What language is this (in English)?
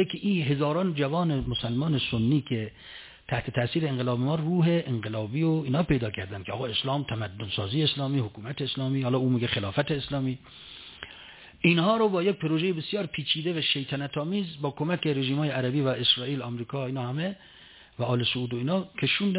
Persian